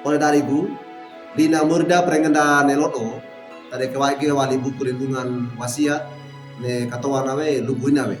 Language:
Wejewa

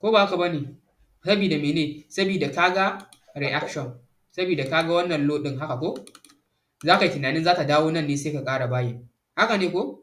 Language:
Hausa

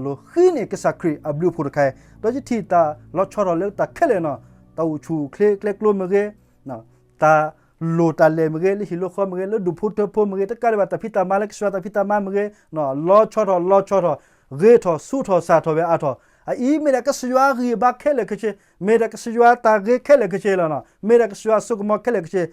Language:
S'gaw Karen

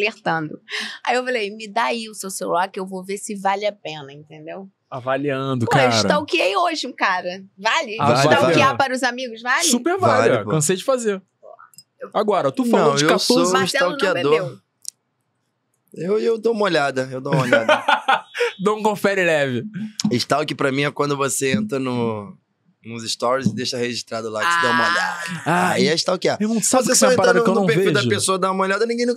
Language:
Portuguese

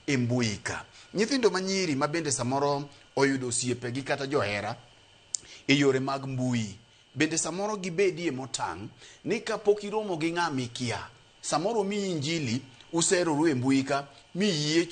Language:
Luo (Kenya and Tanzania)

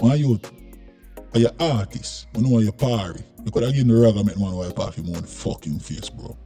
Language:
Jamaican Creole English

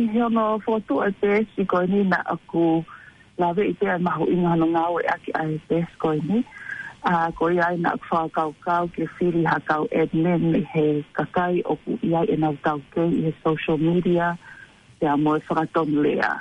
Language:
Tongan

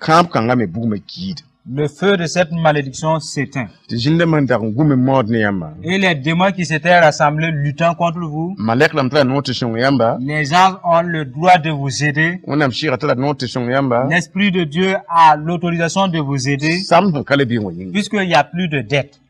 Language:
Mossi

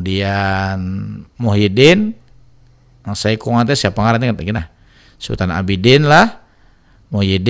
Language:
Banjar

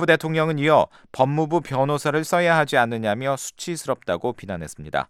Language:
Korean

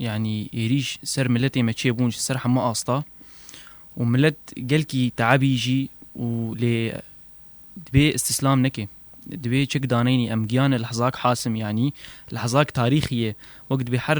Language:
Kurdish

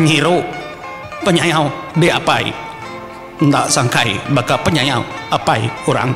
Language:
Iban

